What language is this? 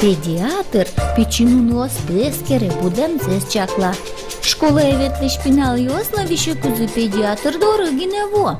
Udmurt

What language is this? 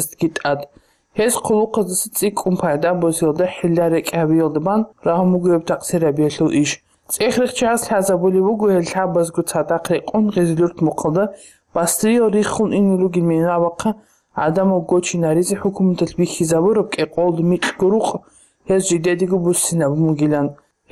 Avaric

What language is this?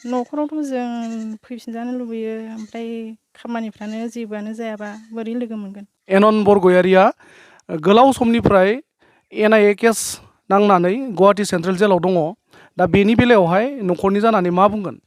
Bodo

